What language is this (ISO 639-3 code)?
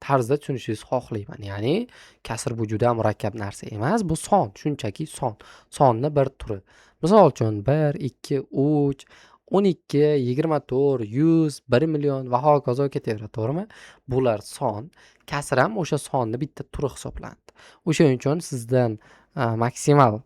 uzb